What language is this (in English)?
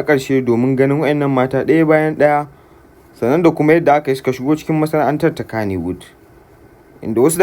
Hausa